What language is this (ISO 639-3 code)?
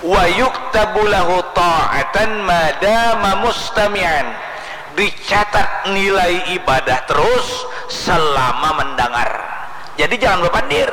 bjn